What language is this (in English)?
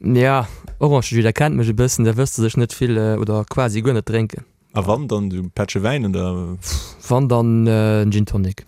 Luxembourgish